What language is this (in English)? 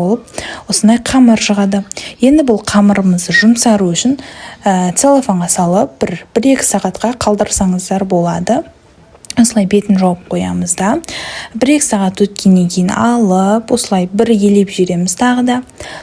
Kazakh